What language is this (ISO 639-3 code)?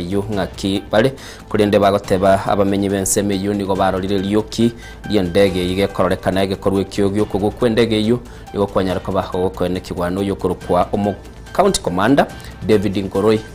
guz